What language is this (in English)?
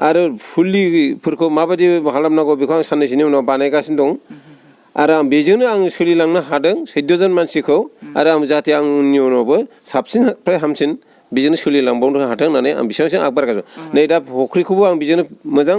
Bodo